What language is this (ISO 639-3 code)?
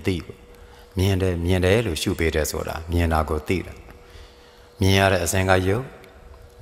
mya